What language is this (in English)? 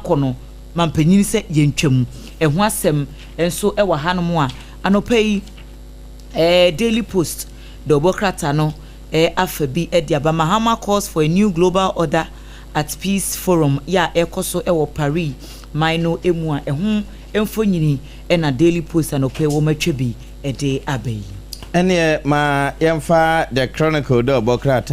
Akan